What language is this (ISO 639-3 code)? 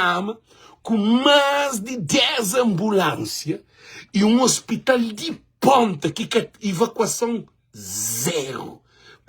kea